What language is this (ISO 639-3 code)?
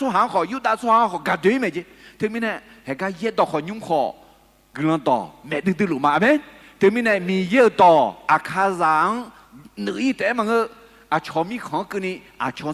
ahk